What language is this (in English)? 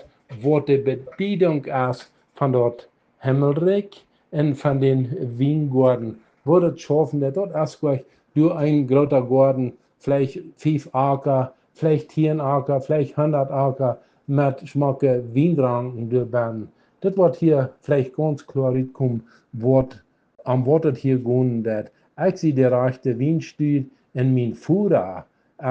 Plautdietsch